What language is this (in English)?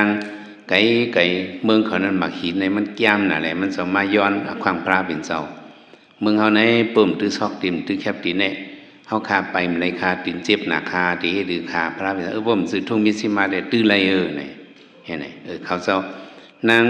Shan